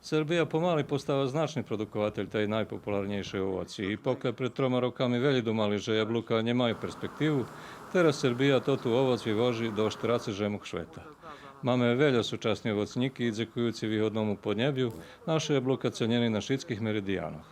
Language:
Rusyn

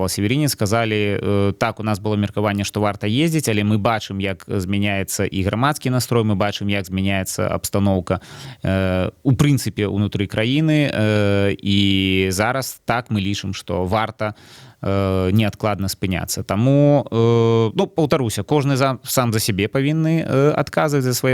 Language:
Belarusian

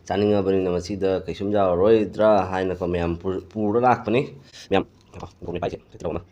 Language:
Manipuri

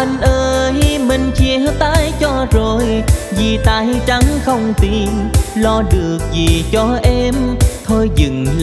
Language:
Vietnamese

